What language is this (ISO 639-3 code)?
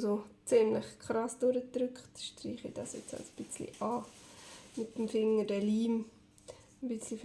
gsw